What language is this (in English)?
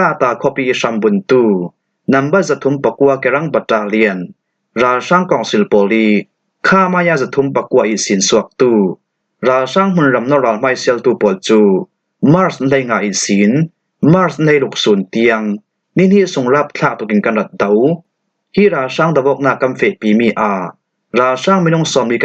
Falam Chin